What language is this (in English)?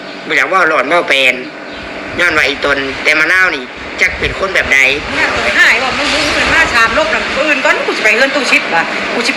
Northeastern Thai